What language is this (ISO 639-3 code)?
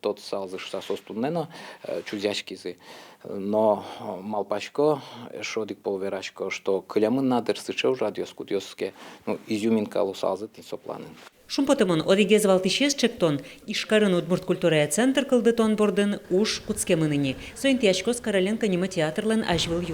udm